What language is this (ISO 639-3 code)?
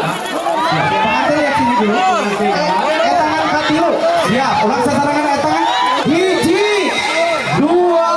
sun